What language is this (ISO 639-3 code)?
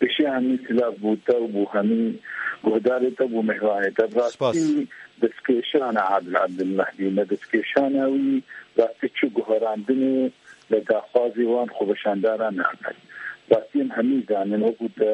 kur